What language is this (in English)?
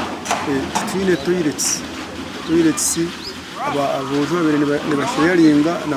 Nyankole